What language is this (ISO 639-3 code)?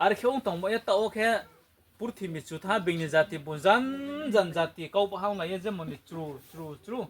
ria